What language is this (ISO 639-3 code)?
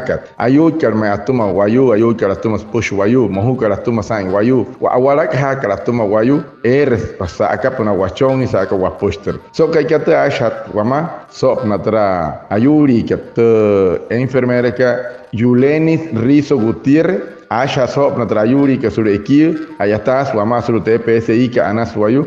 guc